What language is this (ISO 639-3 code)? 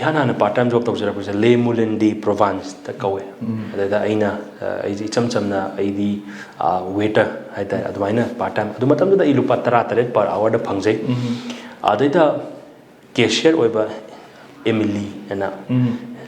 mni